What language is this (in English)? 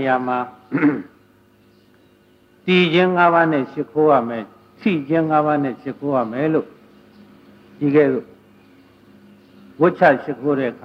Burmese